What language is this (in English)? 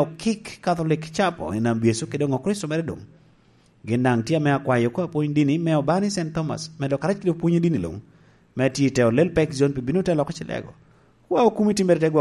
Lango (Uganda)